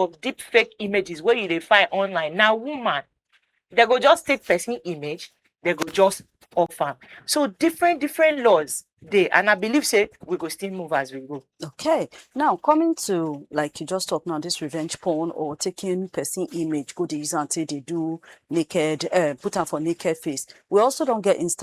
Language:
Nigerian Pidgin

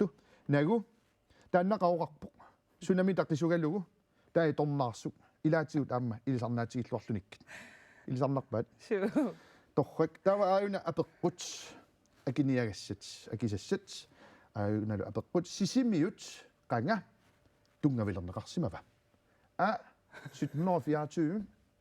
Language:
Kalaallisut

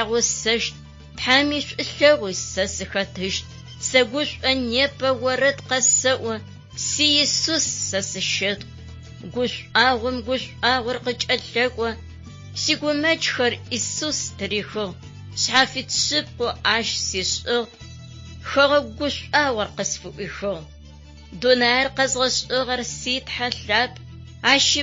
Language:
Adyghe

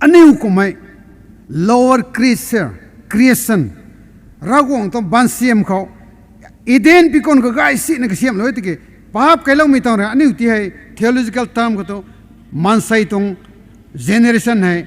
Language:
Rongmei Naga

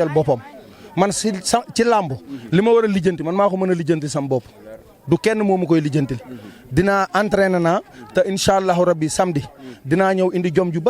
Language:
Wolof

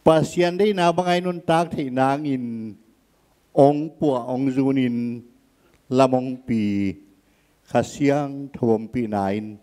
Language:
Tedim Chin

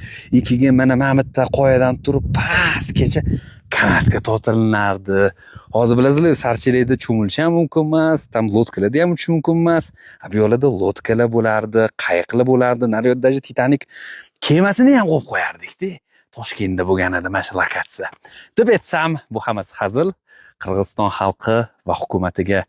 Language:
Uzbek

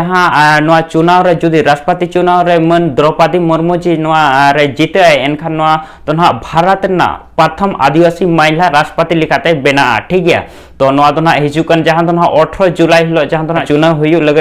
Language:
Santali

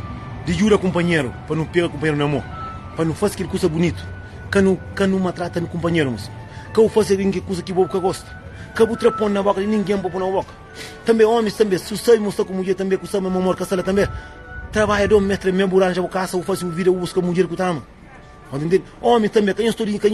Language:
Kabuverdianu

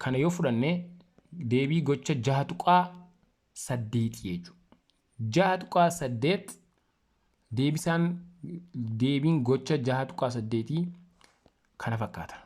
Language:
Oromo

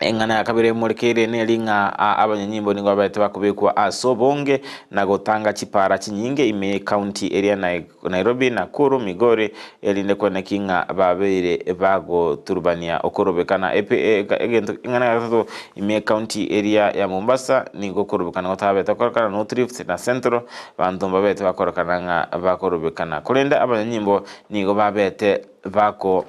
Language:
Gusii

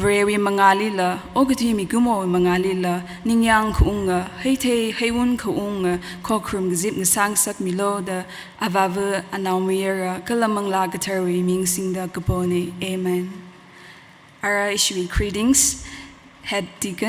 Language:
Tangkhul Naga (India)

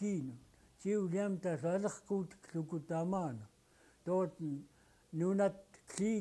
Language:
Central Yupik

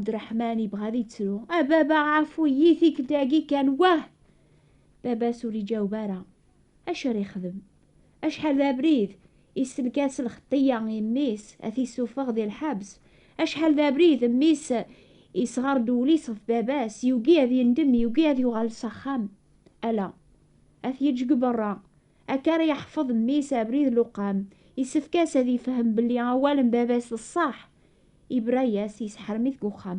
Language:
Kabyle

